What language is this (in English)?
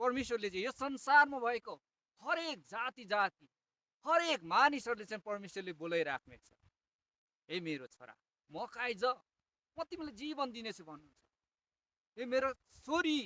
Nepali